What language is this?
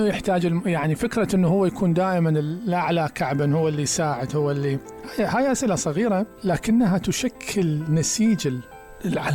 Mesopotamian Arabic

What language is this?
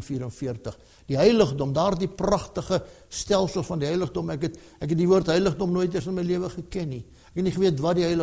Afrikaans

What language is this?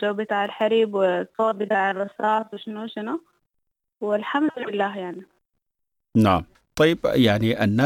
Sudanese Arabic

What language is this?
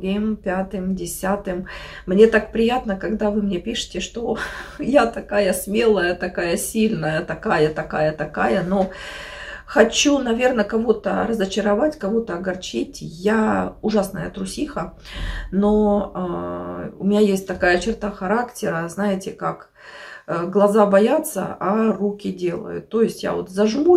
Russian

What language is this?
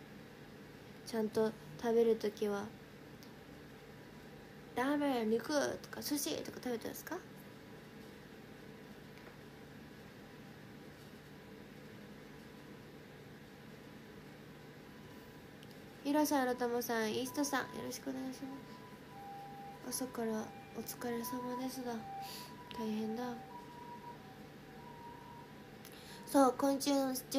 Japanese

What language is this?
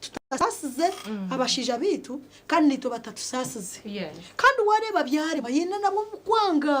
Nyankole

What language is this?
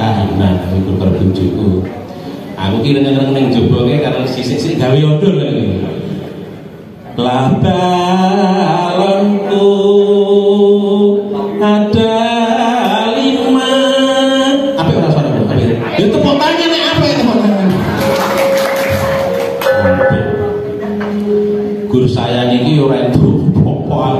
Javanese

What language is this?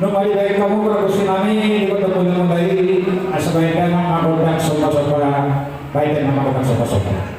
Batak Toba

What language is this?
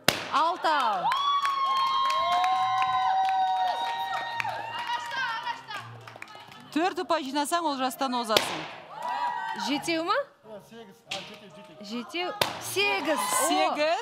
Kazakh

